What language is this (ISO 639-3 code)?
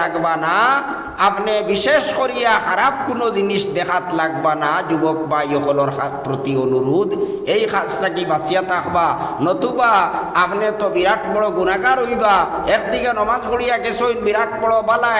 syl